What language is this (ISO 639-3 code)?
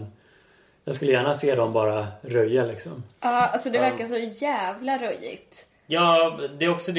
swe